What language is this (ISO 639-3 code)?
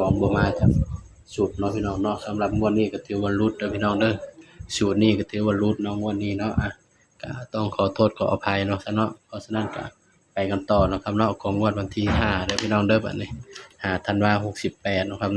tts